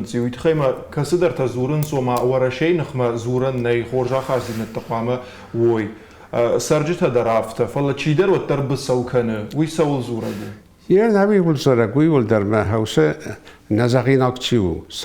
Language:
Ossetic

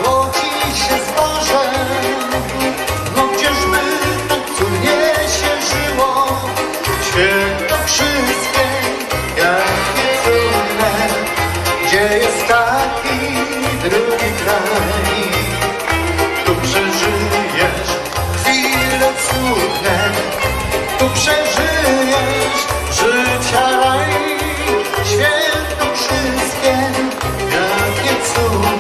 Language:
Polish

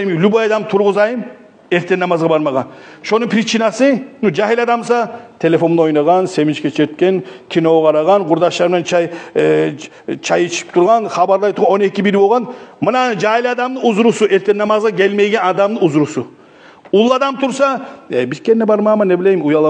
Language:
Kumyk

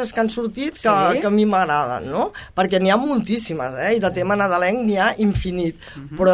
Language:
Catalan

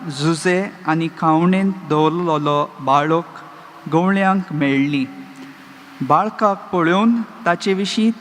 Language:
Konkani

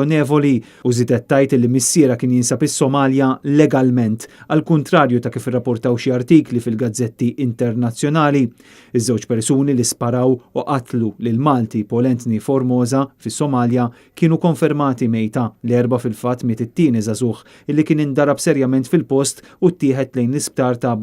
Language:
Maltese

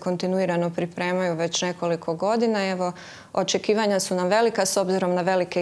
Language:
Croatian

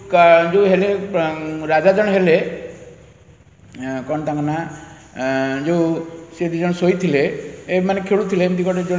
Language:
Odia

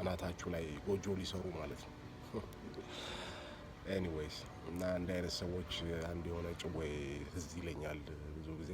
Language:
Amharic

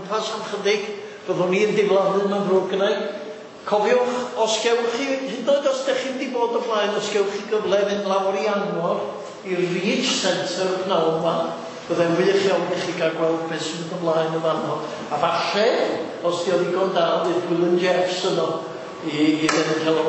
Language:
Welsh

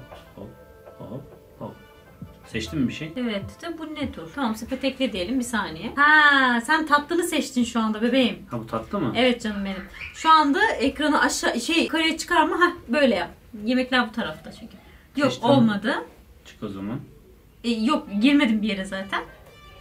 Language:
Turkish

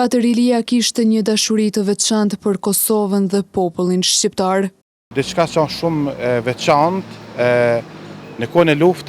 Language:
Albanian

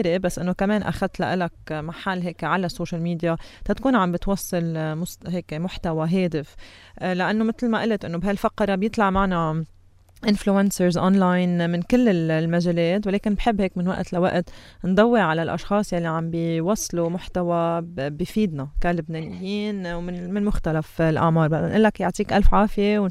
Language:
North Levantine Arabic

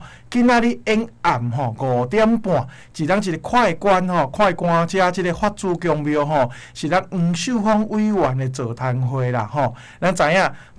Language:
Min Nan Chinese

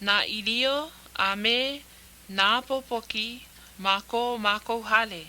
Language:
Hawaiian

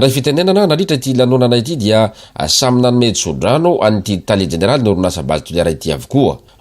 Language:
Malagasy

